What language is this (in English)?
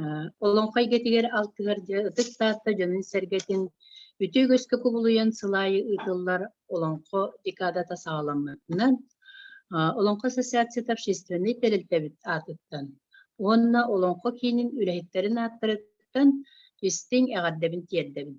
Yakut